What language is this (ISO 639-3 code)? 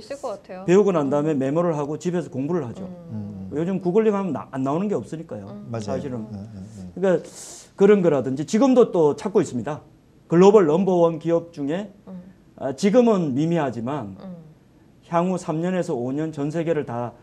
kor